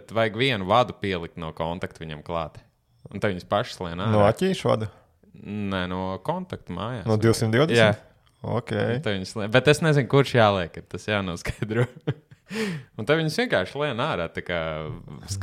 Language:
Latvian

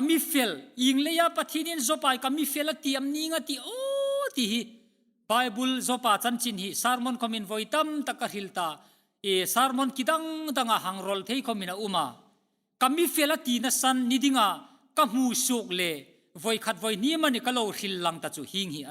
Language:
Hmar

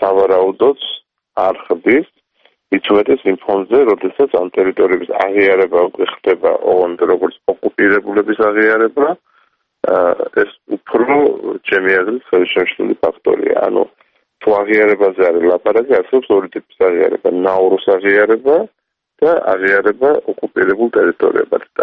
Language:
Georgian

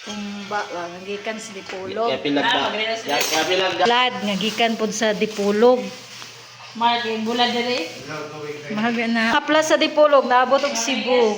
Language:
Cebuano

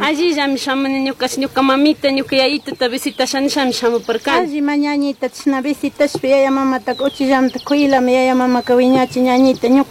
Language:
Chimborazo Highland Quichua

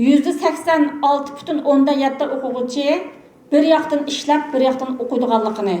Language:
Uyghur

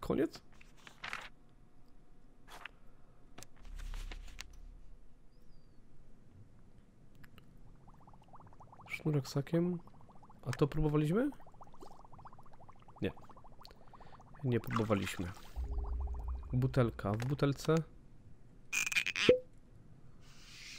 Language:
Polish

